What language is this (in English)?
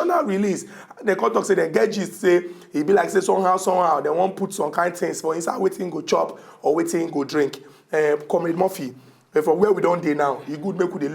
Nigerian Pidgin